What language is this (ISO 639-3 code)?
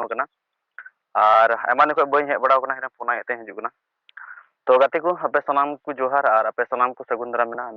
sat